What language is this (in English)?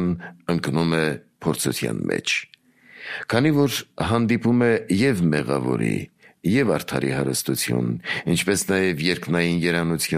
Armenian